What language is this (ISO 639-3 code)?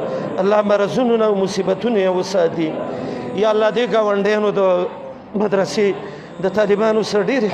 pus